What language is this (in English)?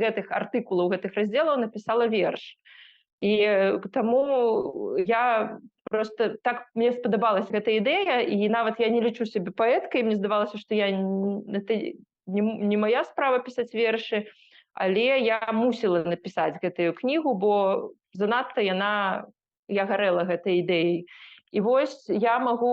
Belarusian